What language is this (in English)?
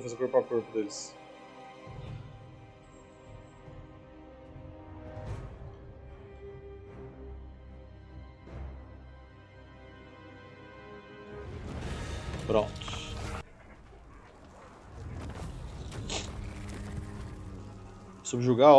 Portuguese